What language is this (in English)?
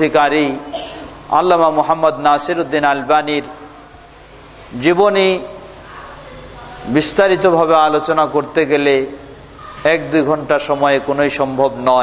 Bangla